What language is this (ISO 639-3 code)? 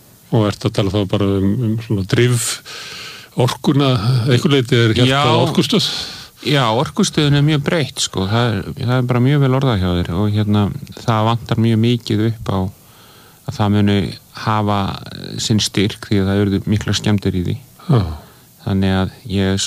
isl